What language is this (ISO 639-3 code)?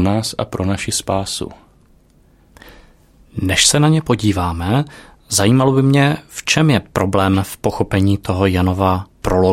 ces